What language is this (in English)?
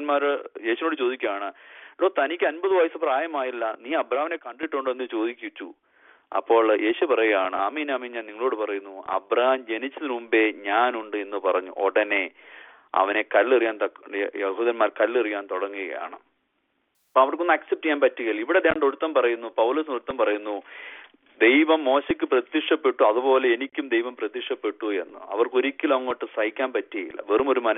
Malayalam